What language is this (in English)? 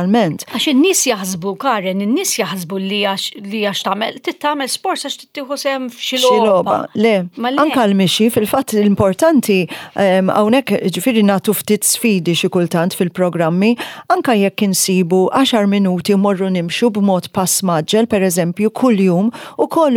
Maltese